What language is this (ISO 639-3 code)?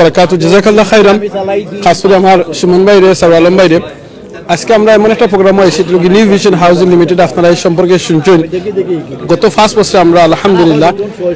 syl